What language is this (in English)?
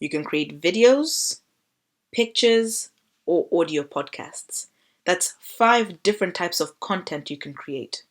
English